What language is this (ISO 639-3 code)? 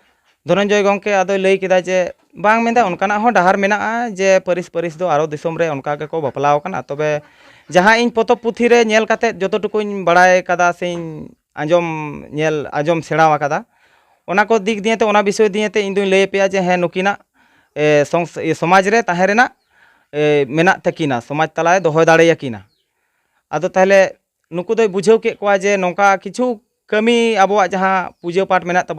sat